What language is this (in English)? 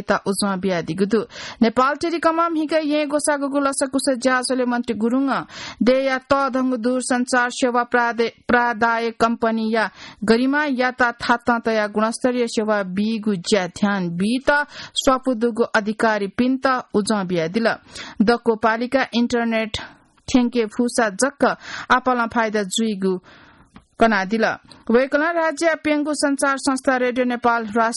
Newari